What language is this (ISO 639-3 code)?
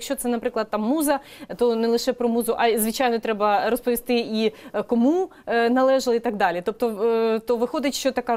ukr